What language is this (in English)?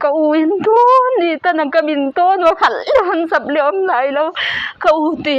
Paite Chin